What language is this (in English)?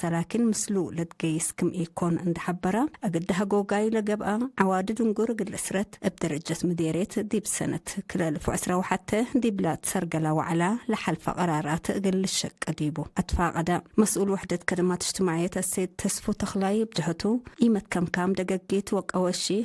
Tigre